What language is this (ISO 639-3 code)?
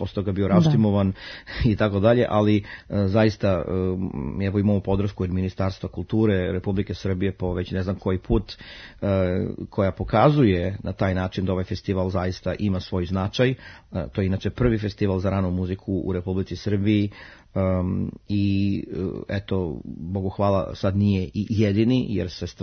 srp